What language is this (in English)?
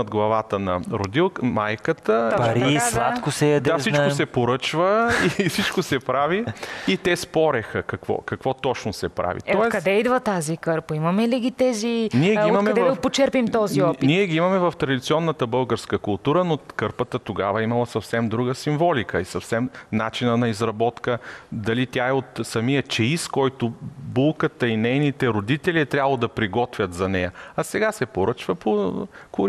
Bulgarian